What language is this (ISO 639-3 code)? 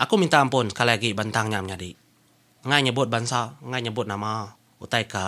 iba